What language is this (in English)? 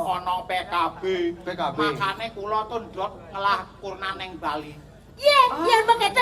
Balinese